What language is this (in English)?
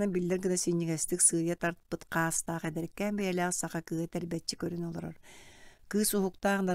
Yakut